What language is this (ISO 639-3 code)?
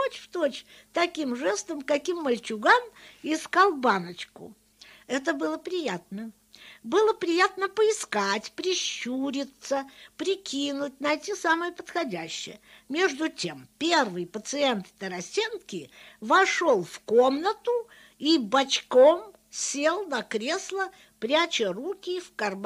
rus